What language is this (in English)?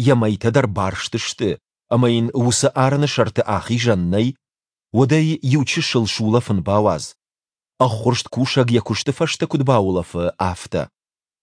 Ossetic